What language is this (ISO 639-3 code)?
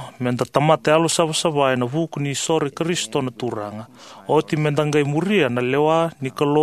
fij